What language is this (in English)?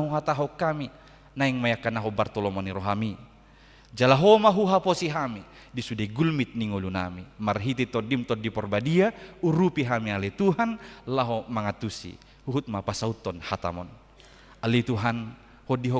Batak Toba